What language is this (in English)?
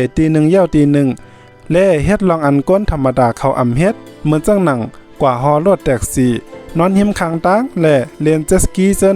Shan